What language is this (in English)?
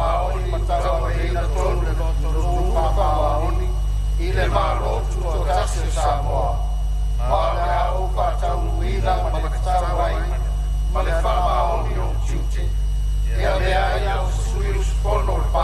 Samoan